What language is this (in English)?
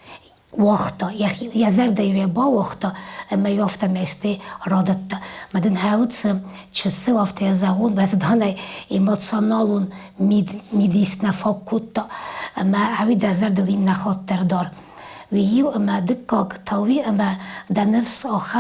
Ossetic